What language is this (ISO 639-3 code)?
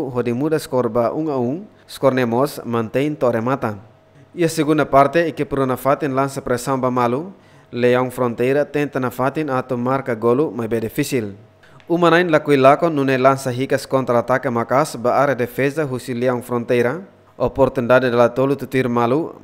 tet